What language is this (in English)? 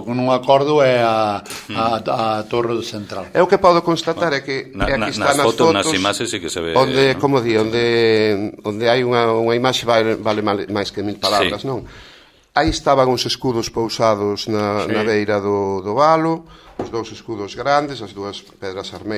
Galician